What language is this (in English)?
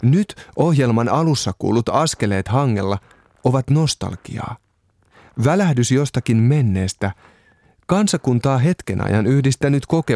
Finnish